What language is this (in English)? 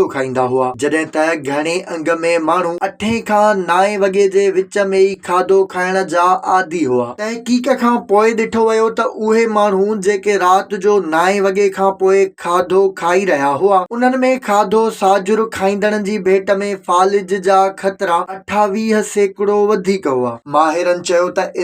Sindhi